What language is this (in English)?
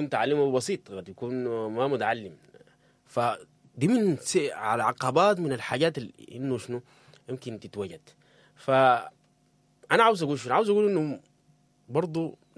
Sudanese Arabic